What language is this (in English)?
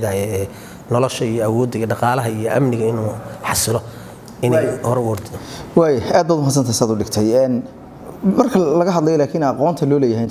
Somali